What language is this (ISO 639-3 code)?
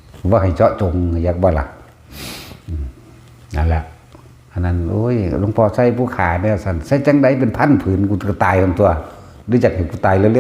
tts